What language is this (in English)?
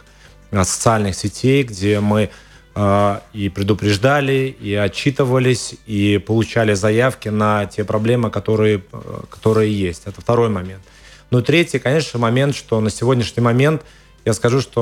Russian